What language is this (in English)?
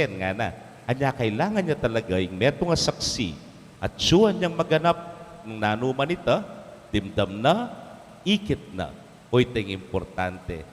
Pampanga